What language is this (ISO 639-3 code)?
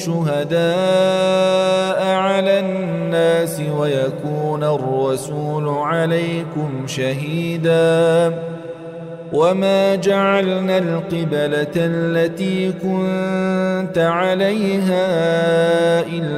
ara